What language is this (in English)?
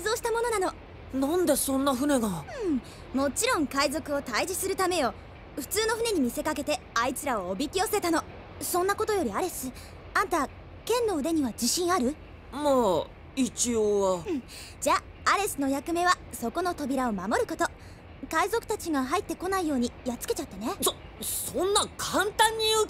Japanese